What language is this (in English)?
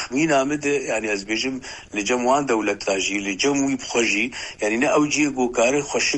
Kurdish